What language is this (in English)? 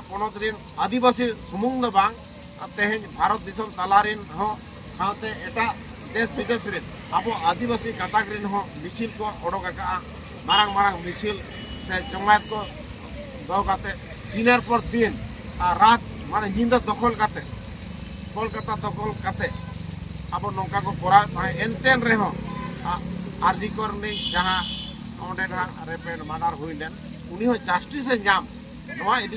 Santali